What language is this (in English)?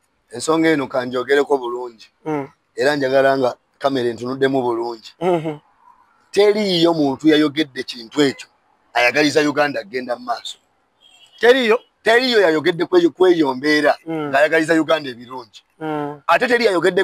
Ganda